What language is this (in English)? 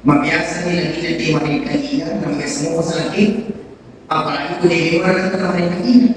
Buginese